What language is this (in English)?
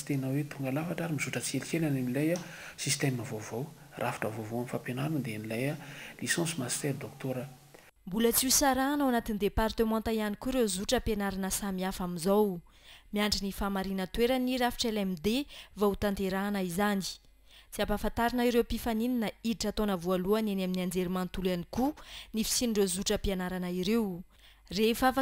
Malagasy